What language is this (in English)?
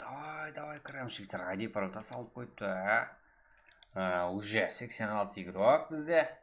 Kara-Kalpak